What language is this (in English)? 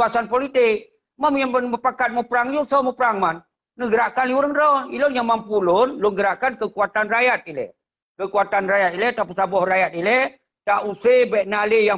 Achinese